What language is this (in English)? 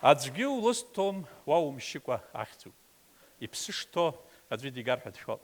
Abkhazian